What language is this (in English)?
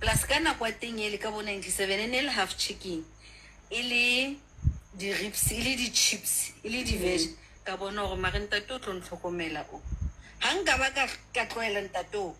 Southern Sotho